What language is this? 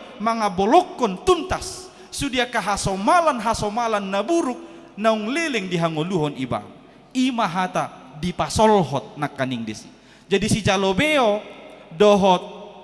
Batak Toba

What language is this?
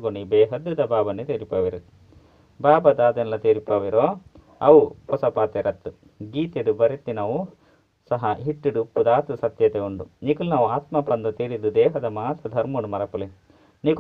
Tulu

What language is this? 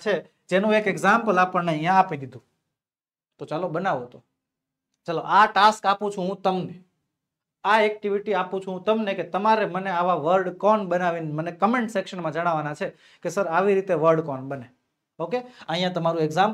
Gujarati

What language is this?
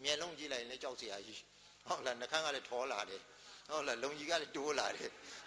Burmese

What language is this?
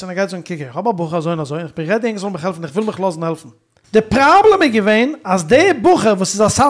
Yiddish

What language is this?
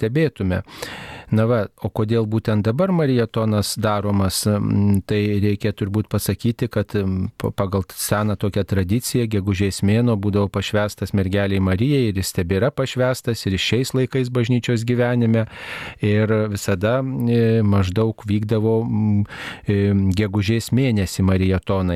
Lithuanian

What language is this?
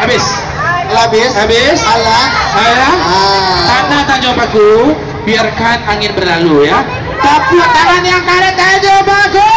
Minangkabau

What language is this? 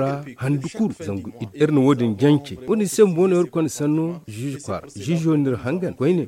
Zarma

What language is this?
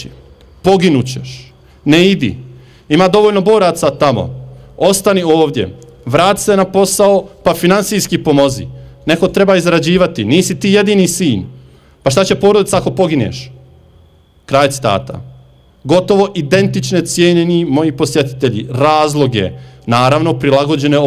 Bosnian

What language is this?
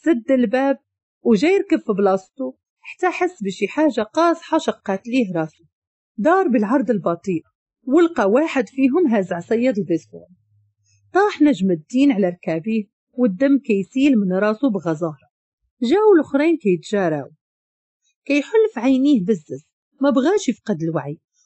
Moroccan Arabic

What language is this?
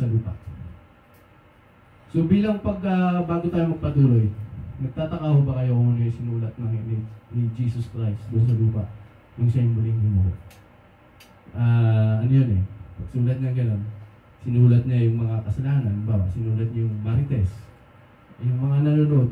Filipino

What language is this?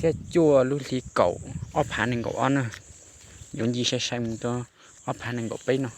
Hmong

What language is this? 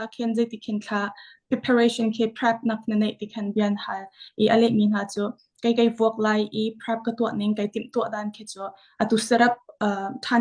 Hakha Chin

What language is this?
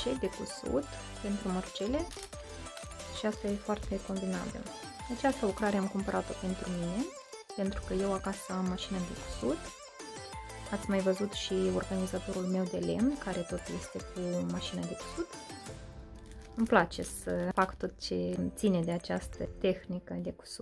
Romanian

